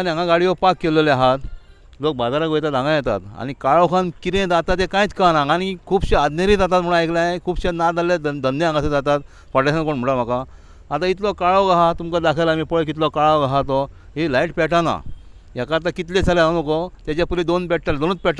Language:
Konkani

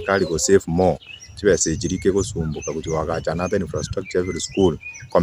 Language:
Gusii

